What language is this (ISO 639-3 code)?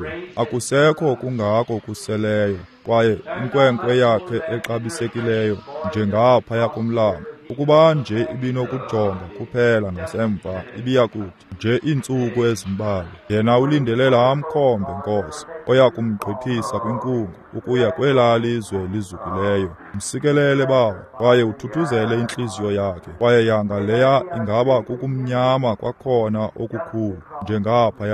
xho